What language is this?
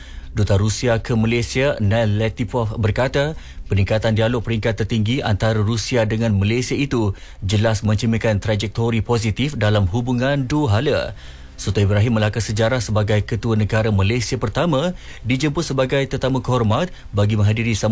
Malay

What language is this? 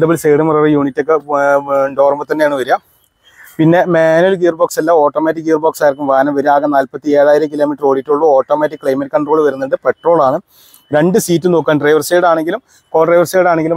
Malayalam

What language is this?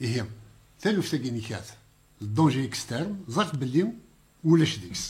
Kabyle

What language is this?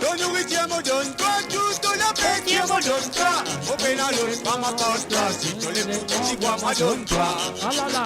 Morisyen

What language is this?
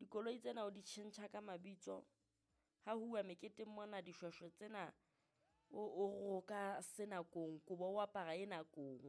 Southern Sotho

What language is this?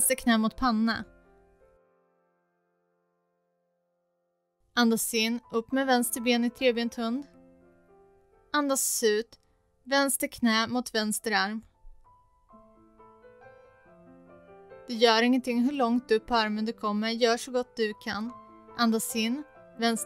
Swedish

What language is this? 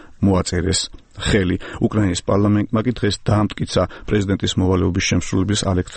Georgian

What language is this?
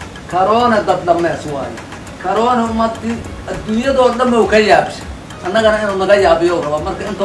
Somali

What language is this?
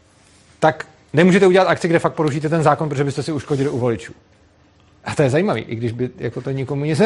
Czech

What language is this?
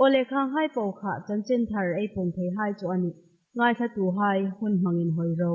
Hmar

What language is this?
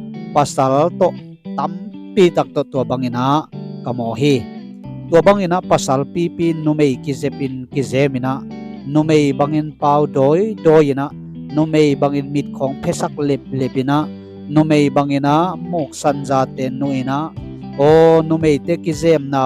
Tedim Chin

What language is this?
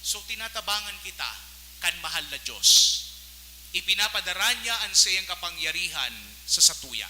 Bikol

